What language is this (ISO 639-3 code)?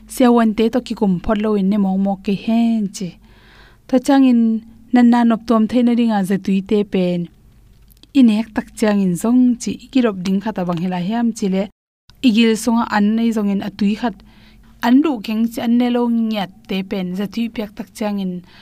ctd